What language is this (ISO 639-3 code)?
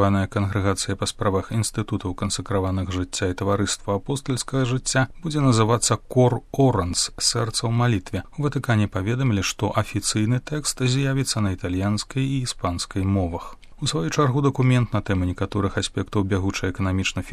bel